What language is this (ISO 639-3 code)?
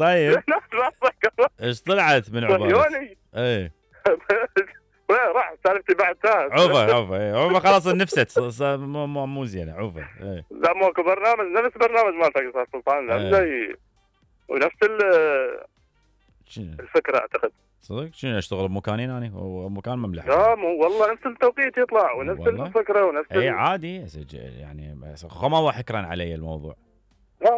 acm